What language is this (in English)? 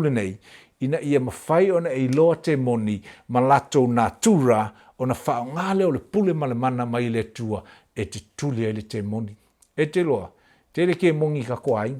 Samoan